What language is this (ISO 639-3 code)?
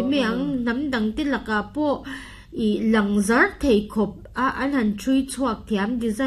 lus